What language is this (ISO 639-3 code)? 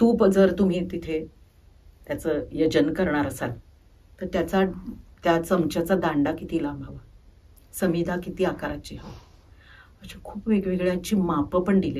mar